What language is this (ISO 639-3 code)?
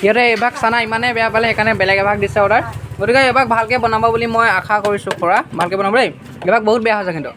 asm